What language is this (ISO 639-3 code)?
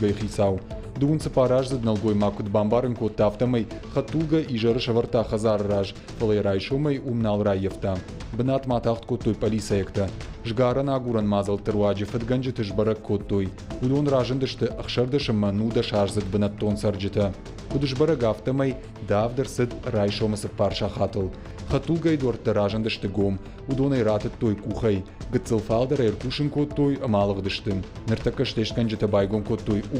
oss